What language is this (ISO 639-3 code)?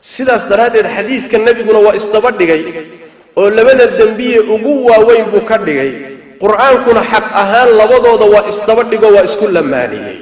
som